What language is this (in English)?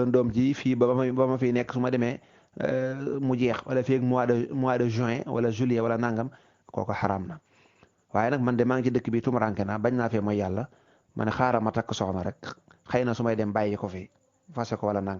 Wolof